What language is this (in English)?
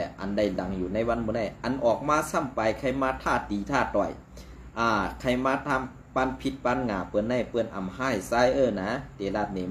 Shan